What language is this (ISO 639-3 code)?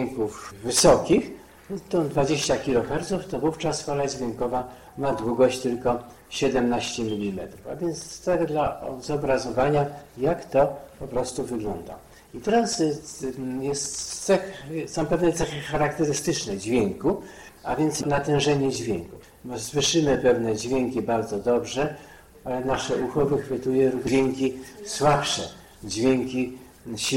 pol